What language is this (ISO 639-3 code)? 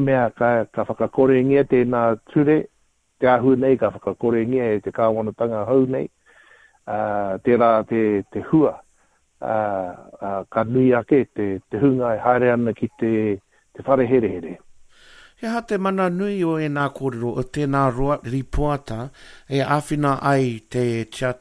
mri